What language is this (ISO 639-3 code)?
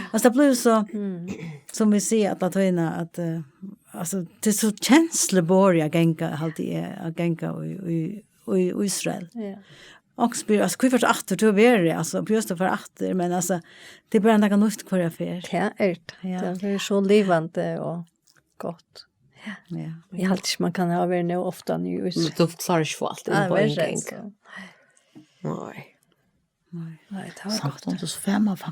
fao